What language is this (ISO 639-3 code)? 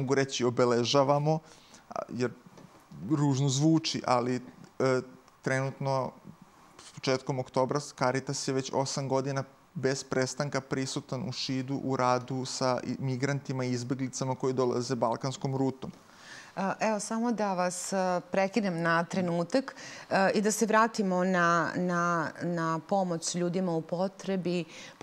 srp